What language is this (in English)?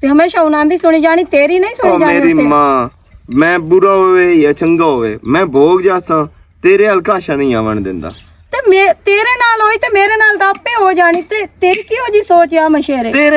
Western Panjabi